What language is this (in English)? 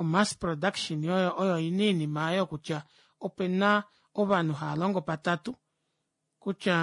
Kuanyama